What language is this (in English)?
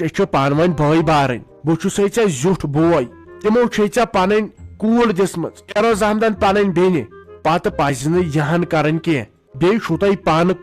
Kashmiri